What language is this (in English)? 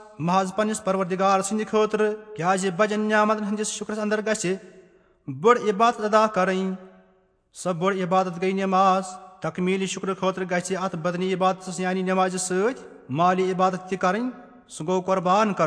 Kashmiri